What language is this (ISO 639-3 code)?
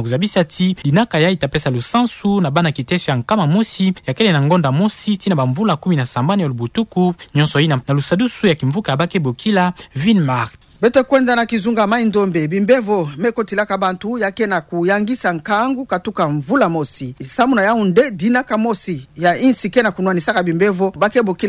ktu